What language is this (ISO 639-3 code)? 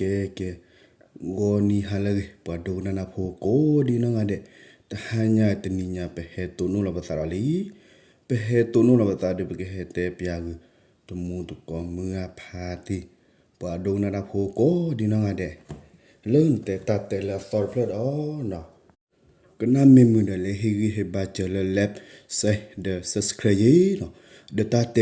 ksw